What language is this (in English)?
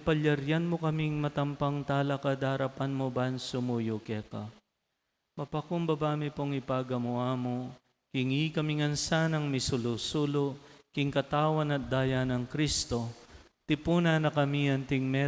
Pampanga